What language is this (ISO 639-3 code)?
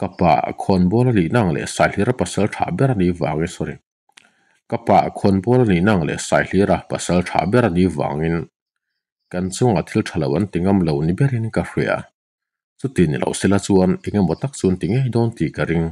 lus